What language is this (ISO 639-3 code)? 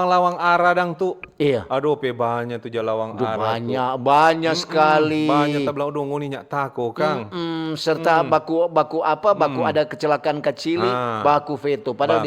xmm